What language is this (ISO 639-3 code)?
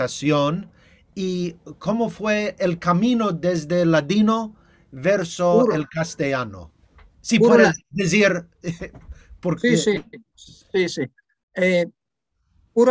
lad